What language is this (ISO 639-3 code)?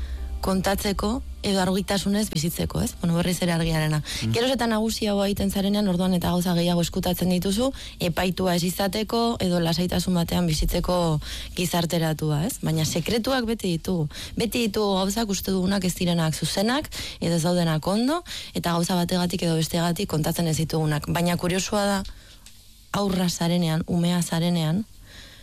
eus